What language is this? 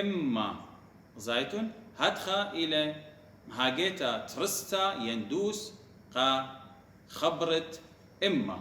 Assyrian Neo-Aramaic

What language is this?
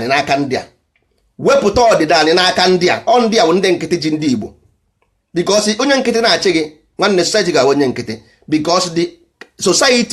Igbo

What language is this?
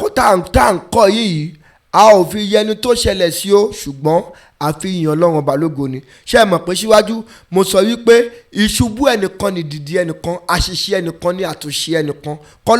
Yoruba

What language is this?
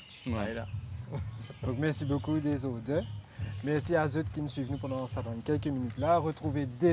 Morisyen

